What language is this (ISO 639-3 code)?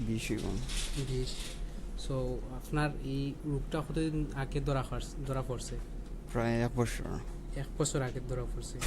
syl